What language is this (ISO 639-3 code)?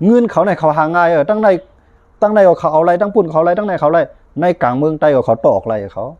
shn